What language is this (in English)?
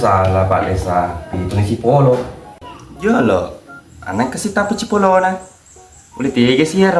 Buginese